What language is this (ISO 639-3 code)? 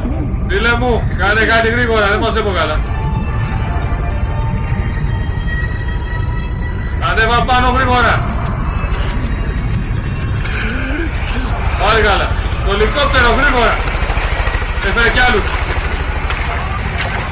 ell